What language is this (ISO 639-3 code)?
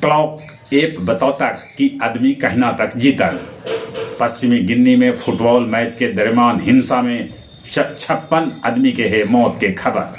mag